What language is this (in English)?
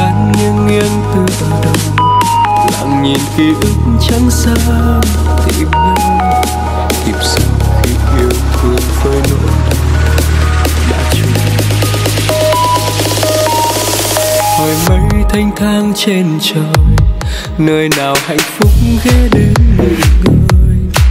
Vietnamese